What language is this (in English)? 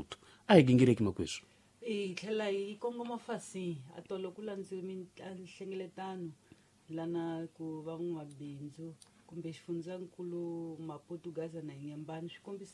Tsonga